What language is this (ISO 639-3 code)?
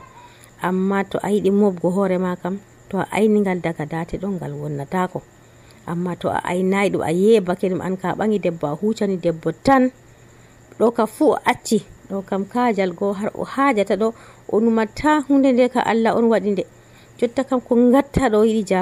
fuv